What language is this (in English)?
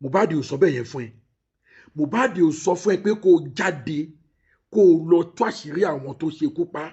Yoruba